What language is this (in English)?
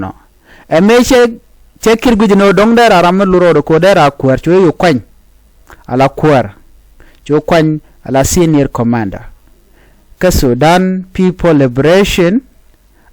Nuer